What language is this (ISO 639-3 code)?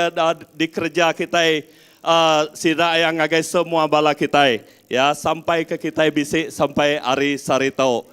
iba